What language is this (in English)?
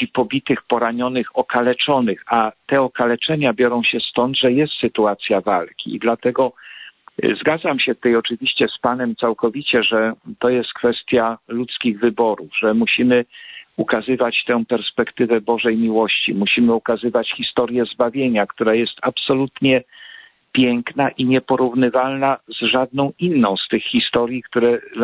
Polish